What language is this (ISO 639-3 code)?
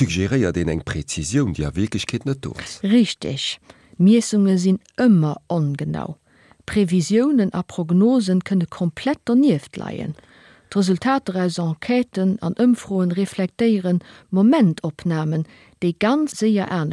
ltz